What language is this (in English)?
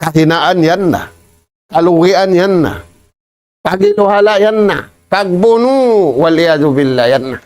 Tausug